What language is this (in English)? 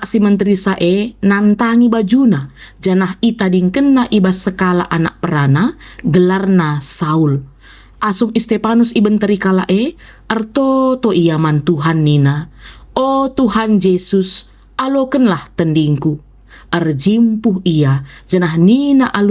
Batak Karo